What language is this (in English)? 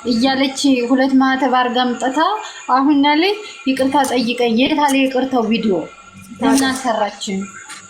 Amharic